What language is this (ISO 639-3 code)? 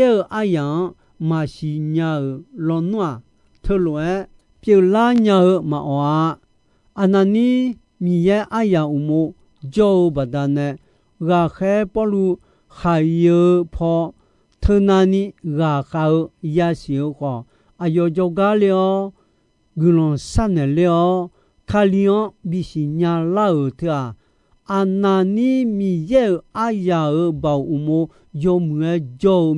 ahk